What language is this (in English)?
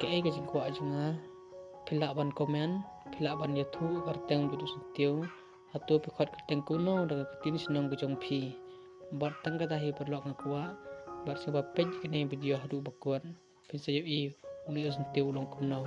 Khasi